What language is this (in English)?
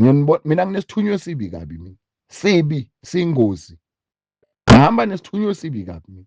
Zulu